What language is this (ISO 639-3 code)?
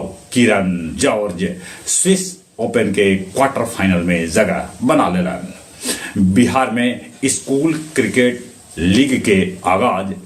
mag